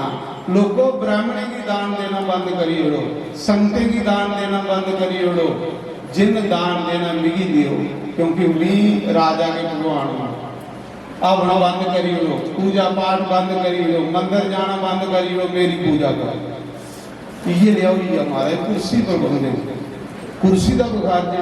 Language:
Dogri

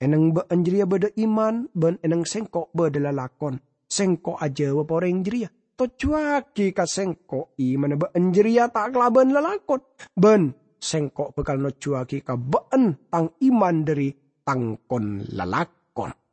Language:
Madurese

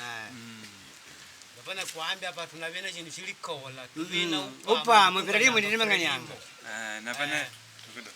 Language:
Makonde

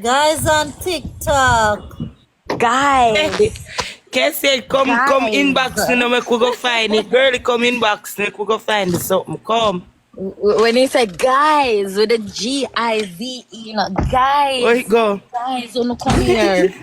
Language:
Jamaican Creole English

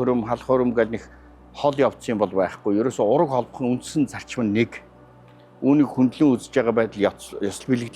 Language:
Mongolian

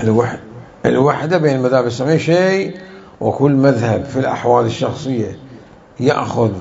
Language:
Mesopotamian Arabic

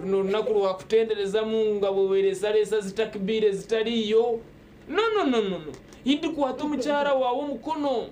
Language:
Nyankole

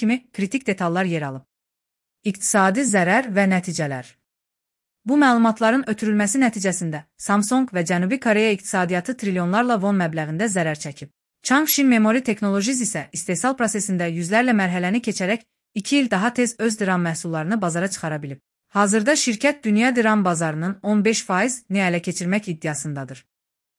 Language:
Azerbaijani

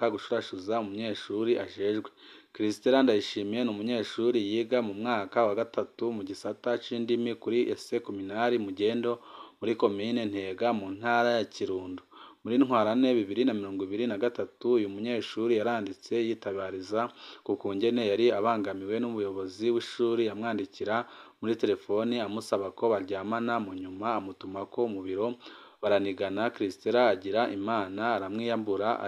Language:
Rundi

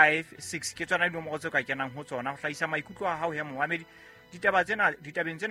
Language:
Southern Sotho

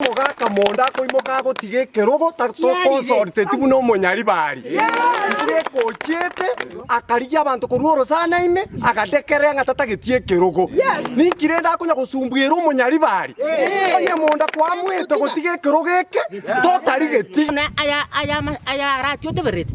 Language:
Gusii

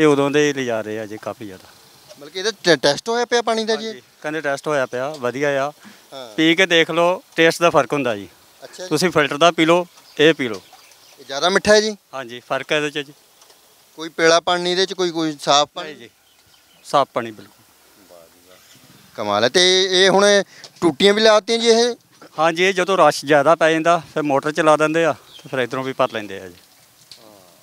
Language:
Punjabi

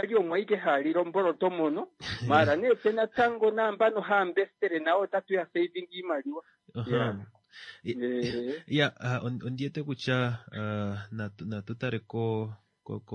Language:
Kuanyama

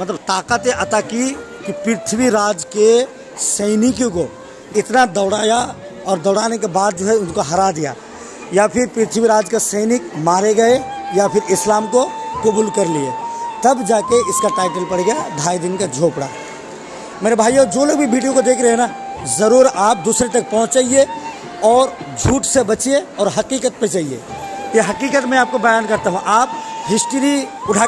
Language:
Hindi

